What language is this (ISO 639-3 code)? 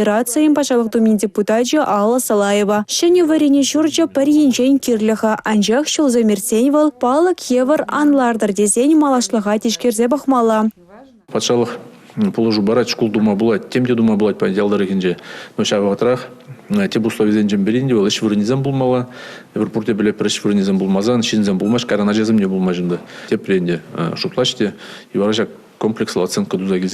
chv